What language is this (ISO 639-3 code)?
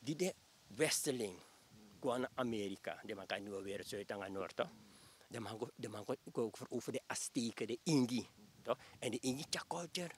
srn